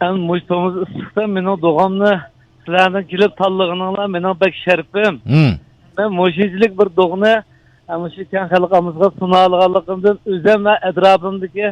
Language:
Uyghur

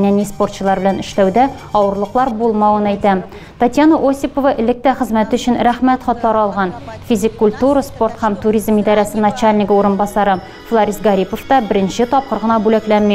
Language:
Tatar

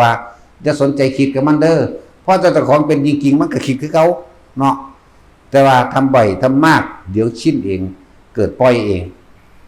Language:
Northeastern Thai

